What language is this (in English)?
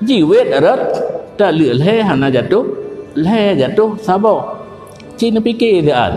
Achinese